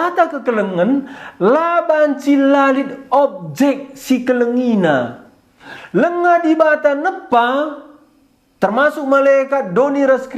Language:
Batak Karo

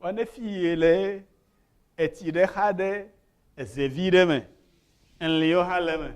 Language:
Ewe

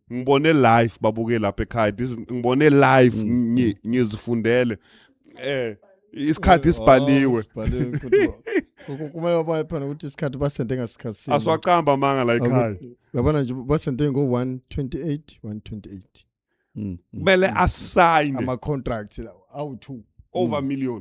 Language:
Zulu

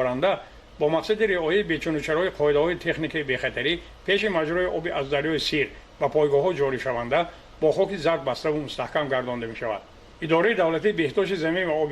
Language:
Tajik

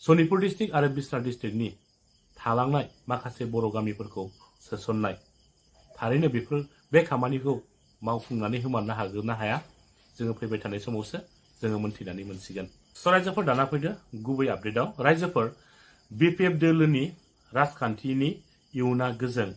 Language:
Bodo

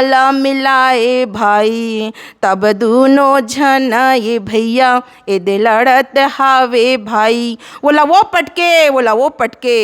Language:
Chhattisgarhi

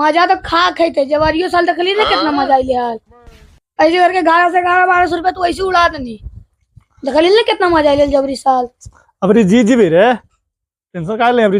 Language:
Magahi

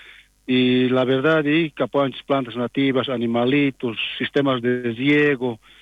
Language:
South Bolivian Quechua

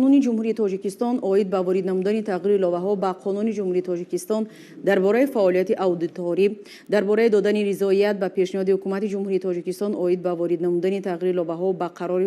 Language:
Tajik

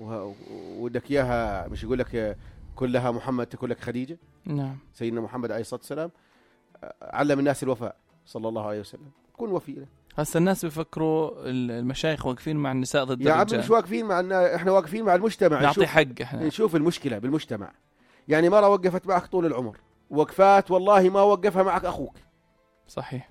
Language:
North Levantine Arabic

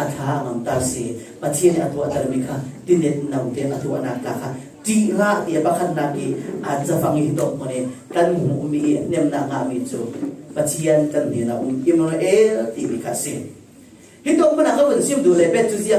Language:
Falam Chin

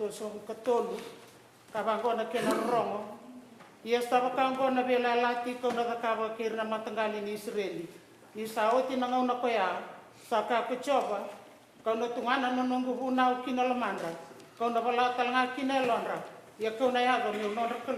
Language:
Fijian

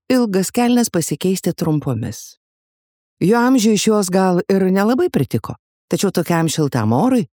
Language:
Lithuanian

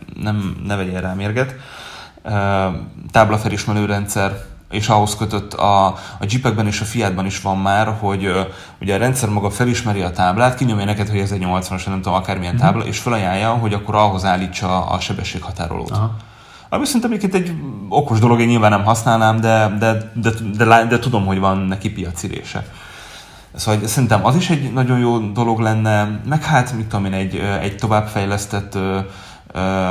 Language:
Hungarian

